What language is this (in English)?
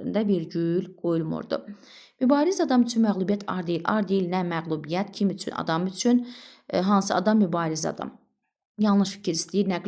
Azerbaijani